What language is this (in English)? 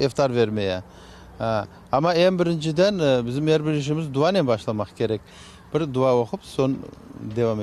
Crimean Tatar